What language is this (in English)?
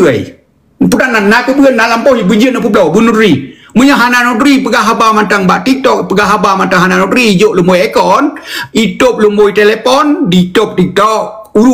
Achinese